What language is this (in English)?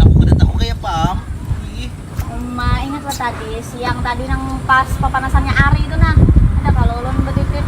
Banjar